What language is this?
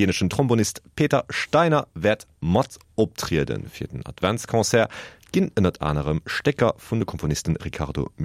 Luxembourgish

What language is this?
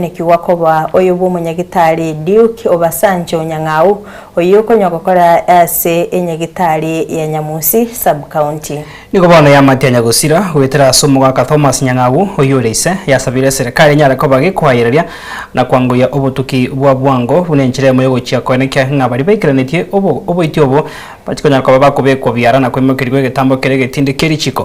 Gusii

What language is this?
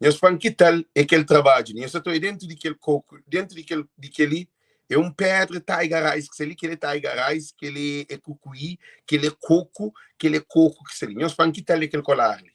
Kabuverdianu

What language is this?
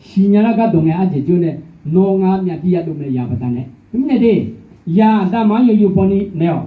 Akha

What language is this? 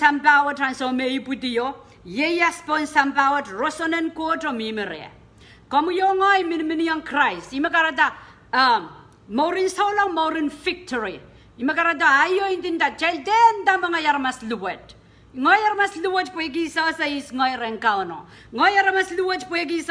Pohnpeian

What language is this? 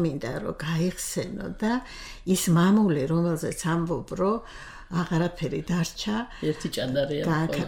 Georgian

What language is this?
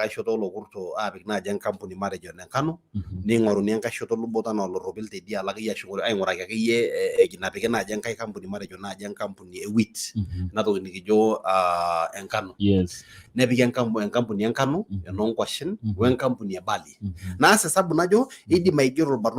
Masai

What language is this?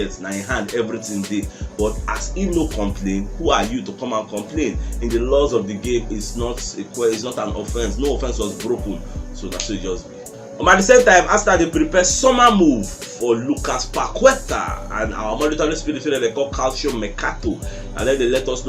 Nigerian Pidgin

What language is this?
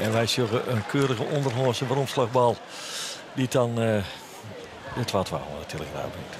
Western Frisian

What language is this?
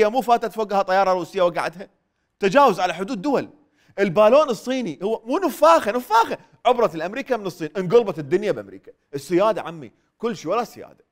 Mesopotamian Arabic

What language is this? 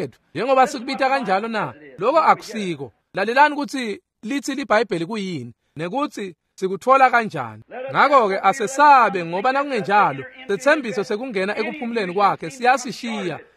Swati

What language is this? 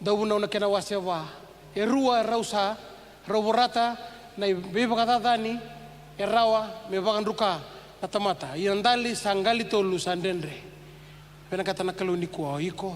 Fijian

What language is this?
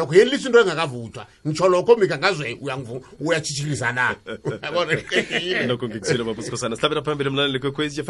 South Ndebele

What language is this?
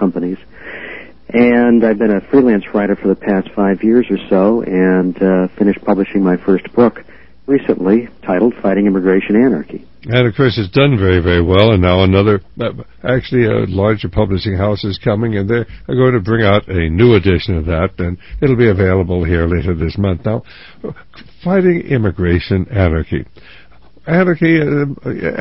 English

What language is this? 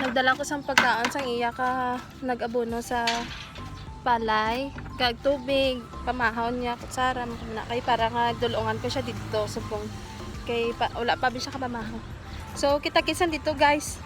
Hiligaynon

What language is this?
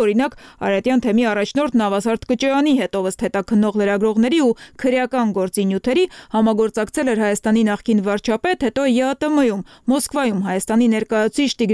Armenian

